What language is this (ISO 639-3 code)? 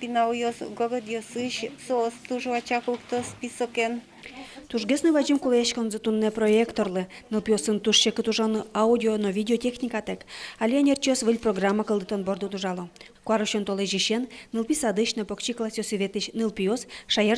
udm